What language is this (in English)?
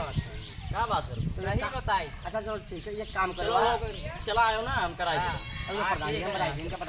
Awadhi